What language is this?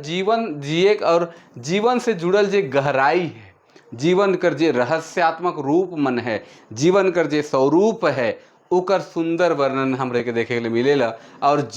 Sadri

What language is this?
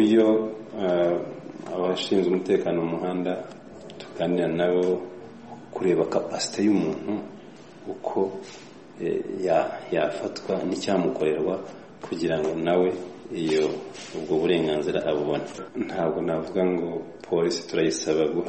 Kinyarwanda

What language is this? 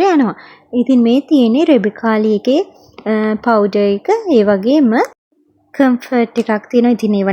Sinhala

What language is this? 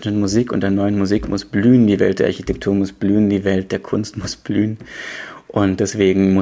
German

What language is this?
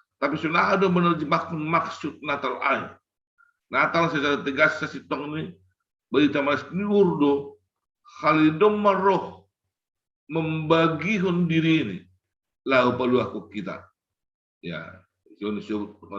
Batak Simalungun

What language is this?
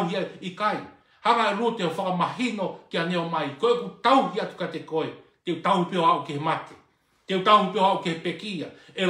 Tongan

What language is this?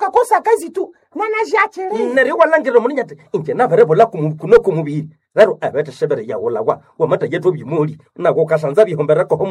Nande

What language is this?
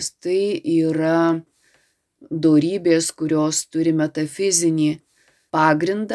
Lithuanian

